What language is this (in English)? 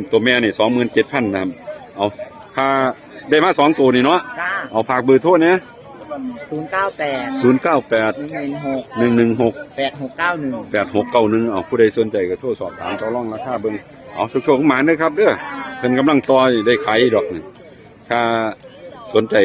Northeastern Thai